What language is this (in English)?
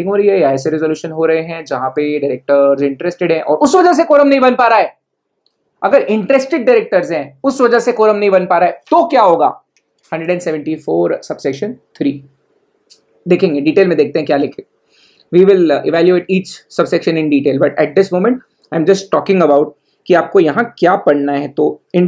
Hindi